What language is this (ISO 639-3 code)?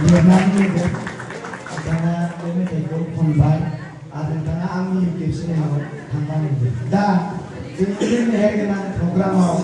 brx